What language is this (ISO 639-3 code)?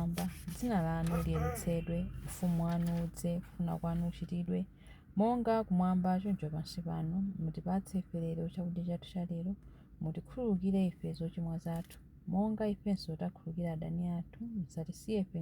nya